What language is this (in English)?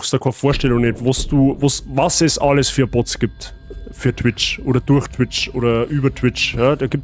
Bavarian